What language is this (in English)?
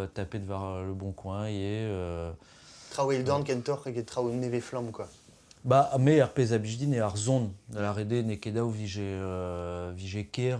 Breton